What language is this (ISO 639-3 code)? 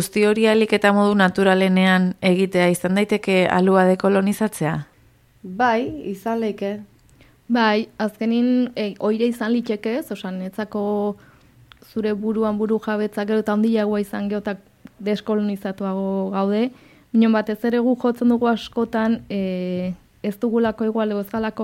eus